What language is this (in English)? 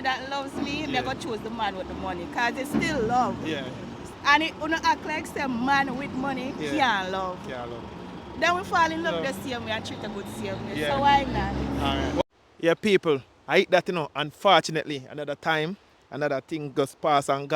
Jamaican Creole English